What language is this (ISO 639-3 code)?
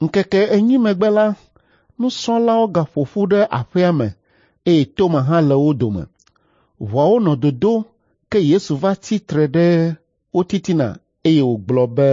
ewe